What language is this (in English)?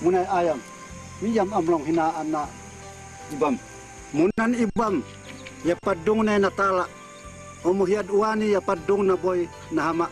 Tuwali Ifugao